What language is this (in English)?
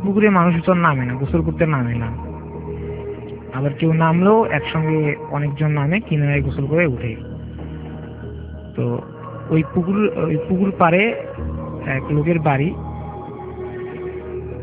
Bangla